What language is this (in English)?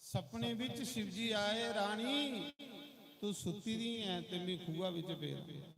Dogri